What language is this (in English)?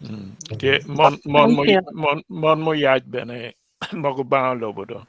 Acoli